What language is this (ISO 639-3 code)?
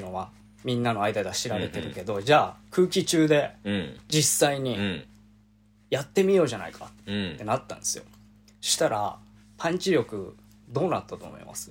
jpn